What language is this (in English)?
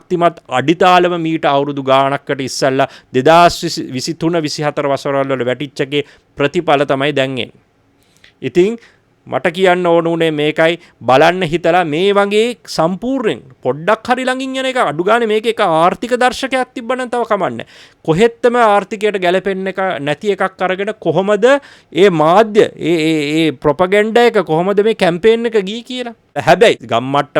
Sinhala